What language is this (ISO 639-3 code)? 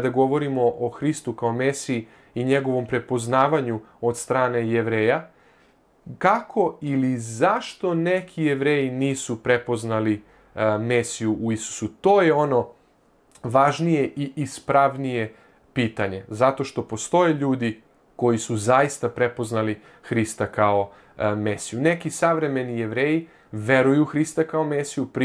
srp